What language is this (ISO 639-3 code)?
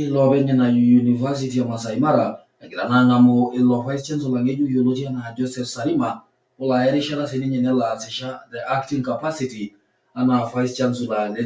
mas